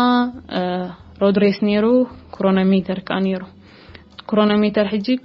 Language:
Tigrinya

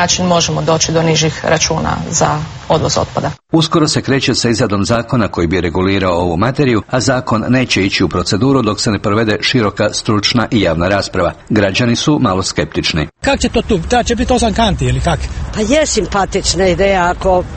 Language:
Croatian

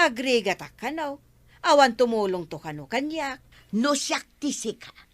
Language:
Iloko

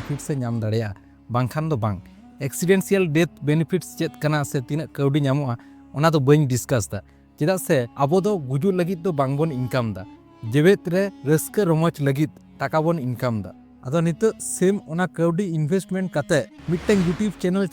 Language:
Santali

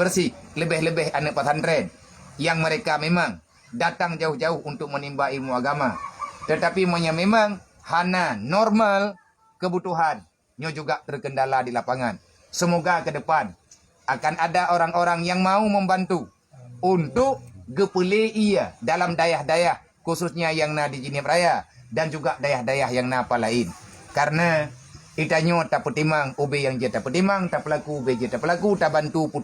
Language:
Achinese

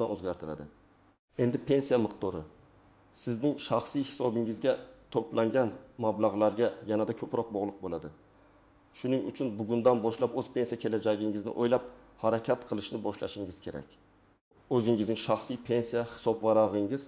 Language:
Uzbek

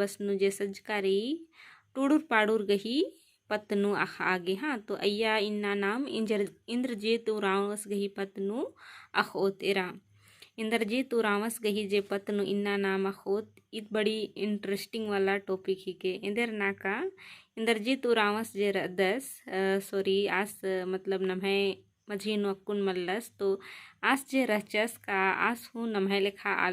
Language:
Kurukh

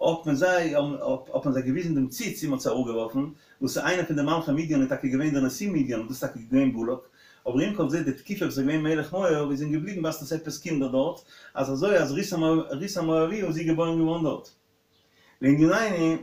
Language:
Yiddish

